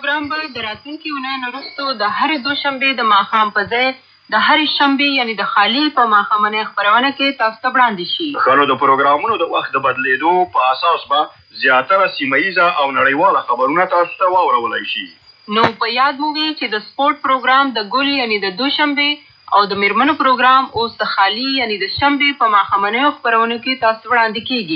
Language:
Pashto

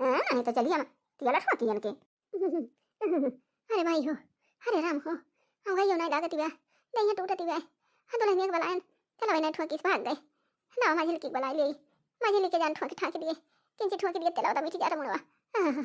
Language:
Awadhi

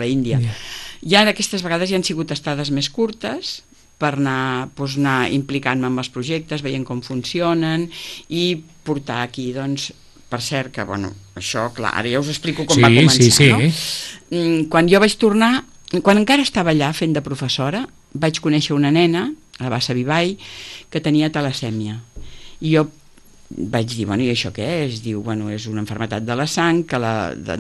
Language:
Catalan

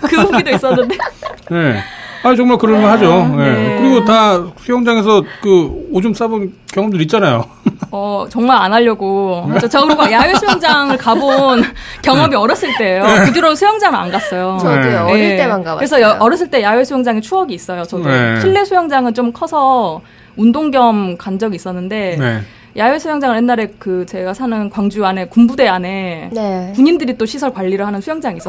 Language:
Korean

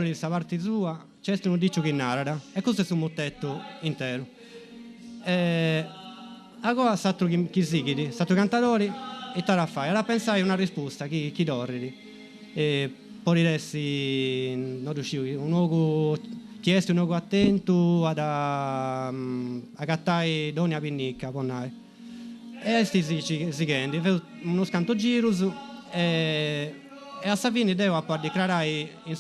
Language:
Sardinian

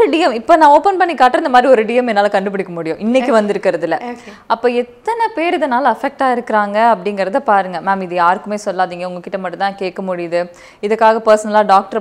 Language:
Tamil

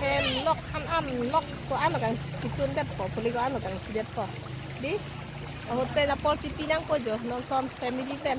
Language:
Karbi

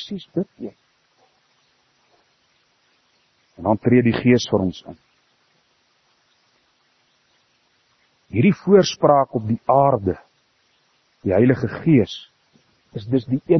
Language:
Afrikaans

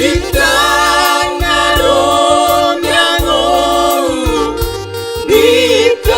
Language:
Batak Simalungun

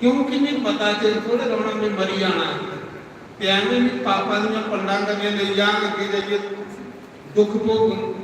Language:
Dogri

